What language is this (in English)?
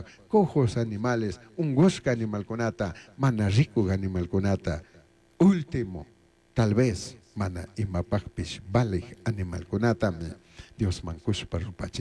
Chimborazo Highland Quichua